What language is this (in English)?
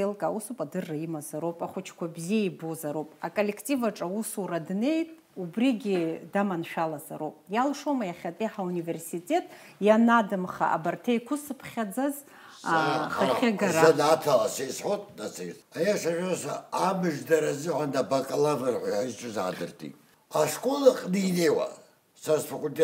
Abkhazian